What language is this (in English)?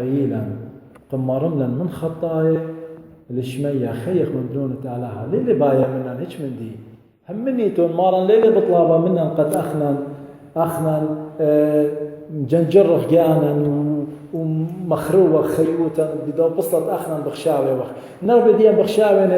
Assyrian Neo-Aramaic